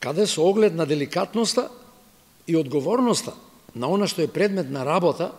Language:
Macedonian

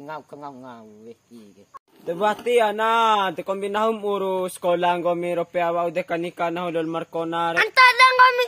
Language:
Bima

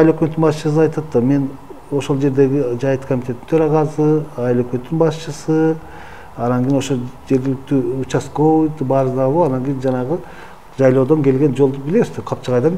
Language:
Kyrgyz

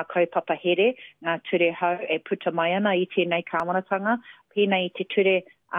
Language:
Māori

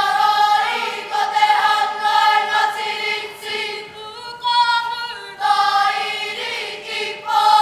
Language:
Māori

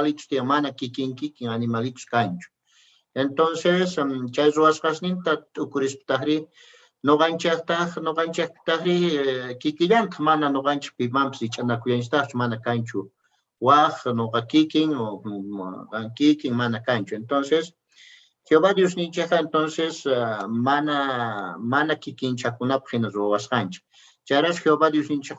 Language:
South Bolivian Quechua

